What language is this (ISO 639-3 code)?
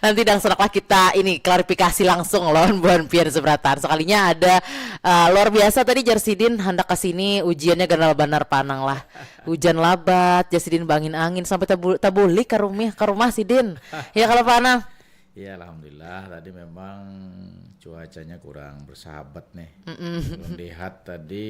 bjn